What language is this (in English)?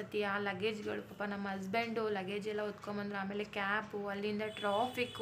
Kannada